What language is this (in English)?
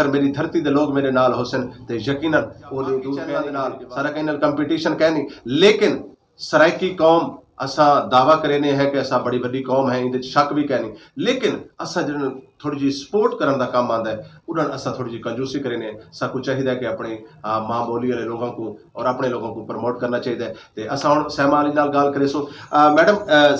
Saraiki